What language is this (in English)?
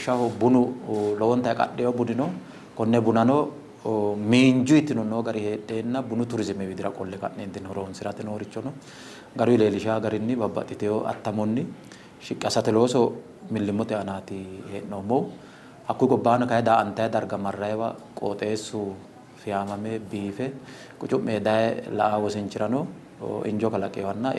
Sidamo